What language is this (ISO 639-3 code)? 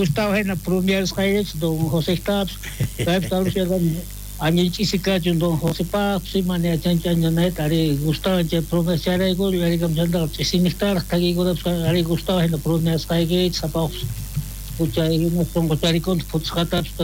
quh